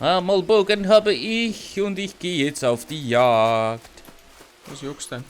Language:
Bavarian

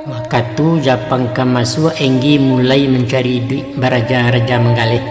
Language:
Minangkabau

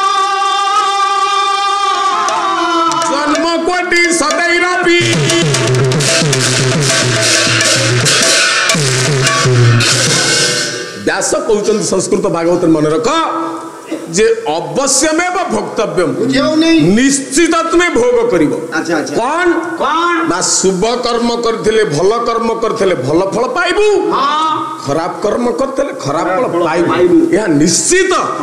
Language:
Odia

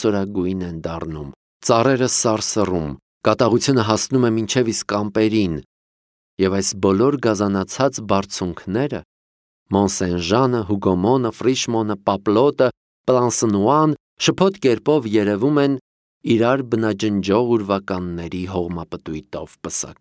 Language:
Armenian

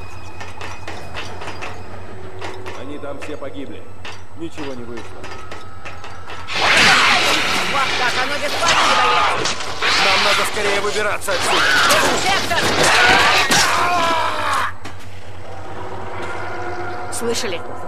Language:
Russian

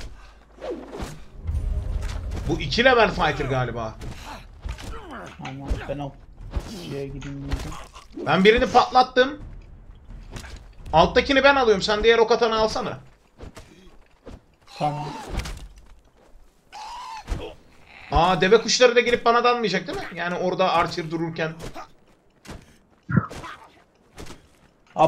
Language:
Turkish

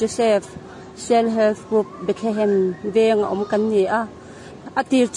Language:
Mizo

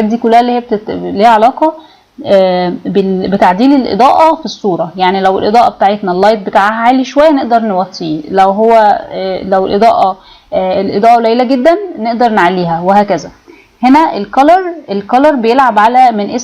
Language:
Egyptian Arabic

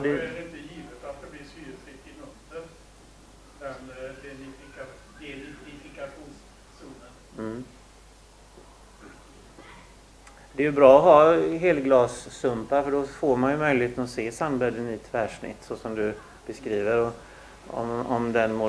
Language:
Swedish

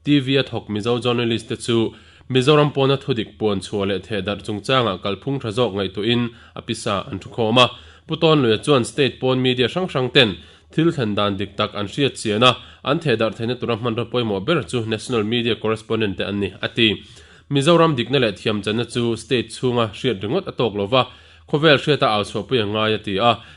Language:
Mizo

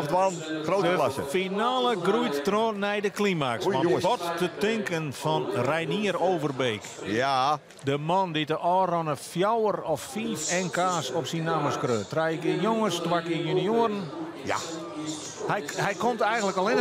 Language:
Western Frisian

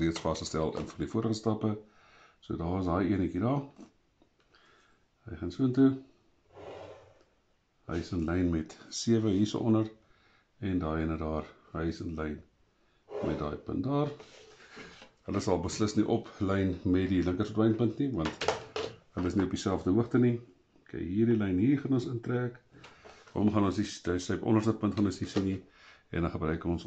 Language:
Afrikaans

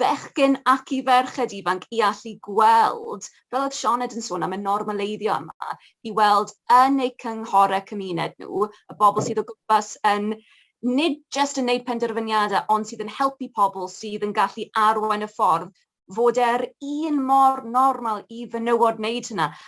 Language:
Welsh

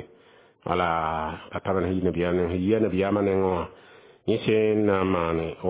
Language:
Mossi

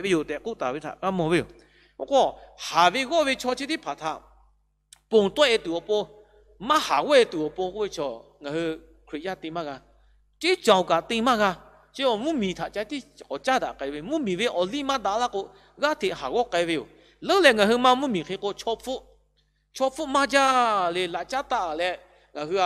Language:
Lahu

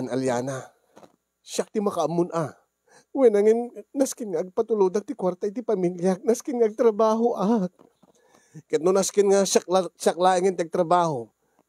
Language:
Iloko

